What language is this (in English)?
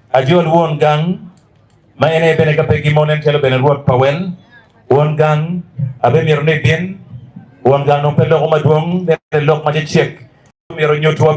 Acoli